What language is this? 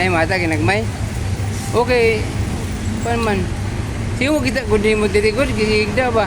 Cebuano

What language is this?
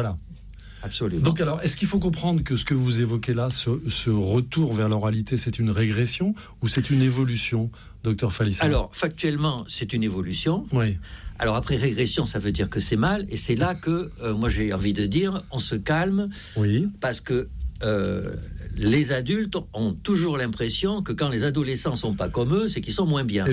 French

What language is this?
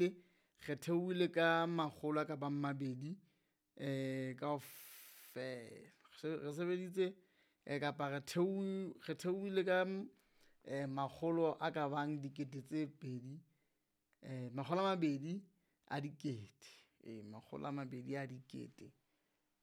Southern Sotho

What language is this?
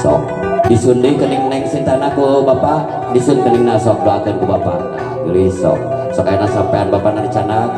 Sundanese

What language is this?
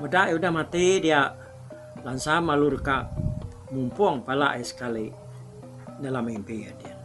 Iban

